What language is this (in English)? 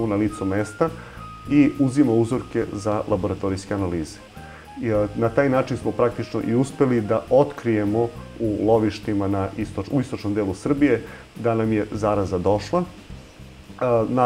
Serbian